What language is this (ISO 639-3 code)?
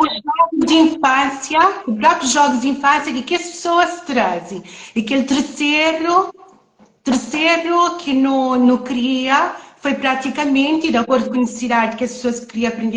kea